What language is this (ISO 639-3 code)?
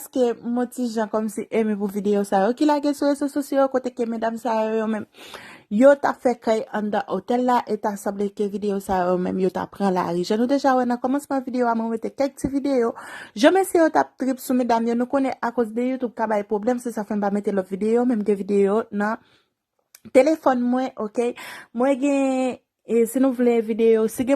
hat